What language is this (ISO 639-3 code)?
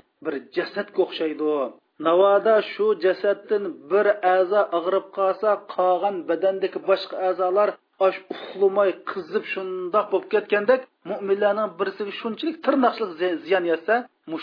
uig